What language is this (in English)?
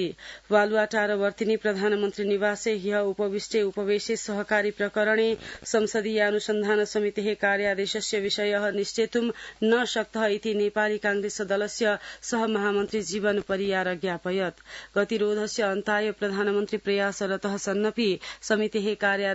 Sanskrit